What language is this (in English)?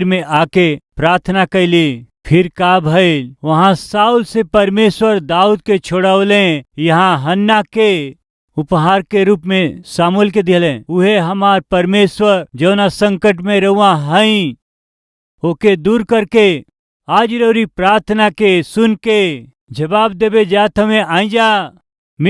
Bhojpuri